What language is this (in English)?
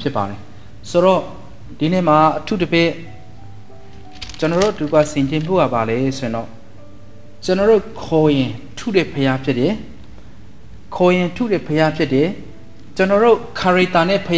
Burmese